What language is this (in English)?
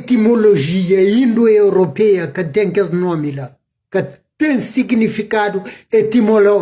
Kabuverdianu